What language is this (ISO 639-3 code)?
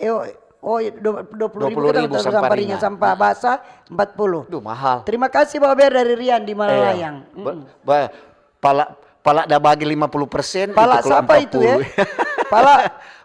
xmm